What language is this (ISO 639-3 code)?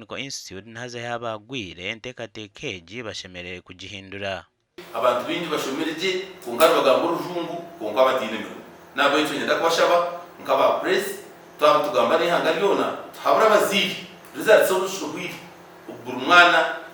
nyn